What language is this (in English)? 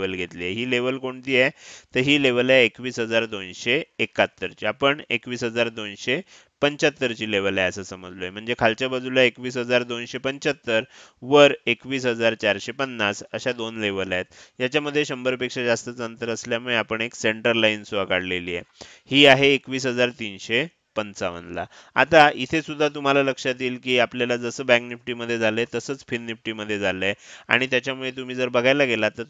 Marathi